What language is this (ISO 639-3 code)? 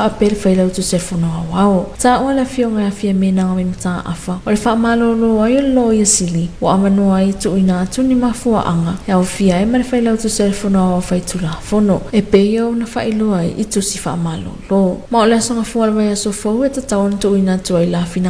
smo